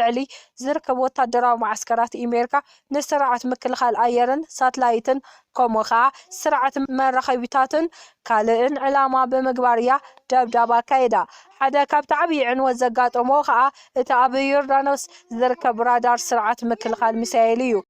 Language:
Tigrinya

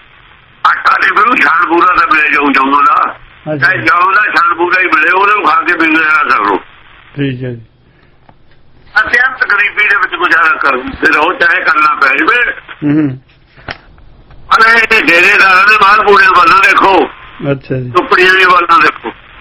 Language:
Punjabi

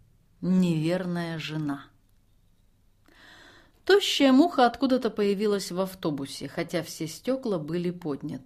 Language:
Russian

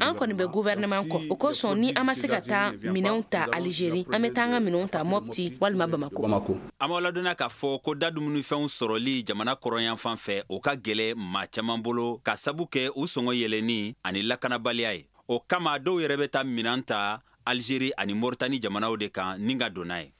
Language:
Bambara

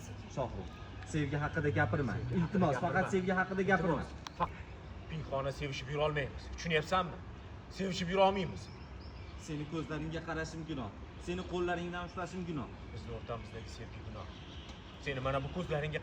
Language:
Uzbek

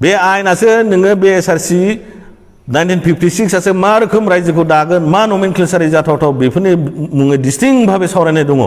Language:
Bodo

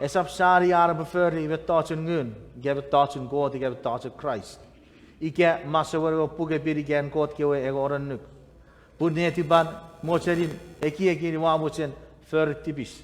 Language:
Chuukese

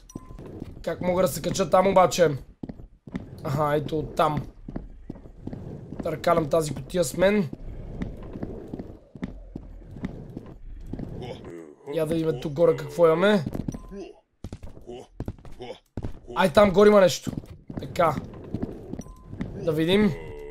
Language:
Bulgarian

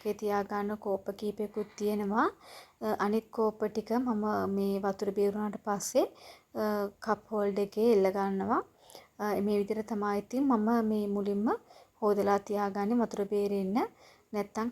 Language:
Sinhala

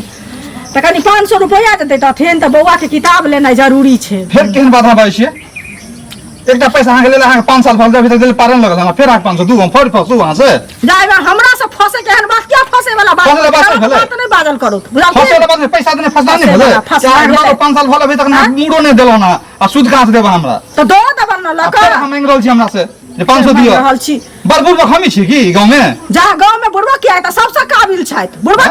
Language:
Maithili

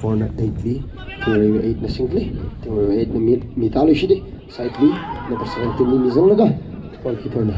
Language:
Tangkhul Naga (India)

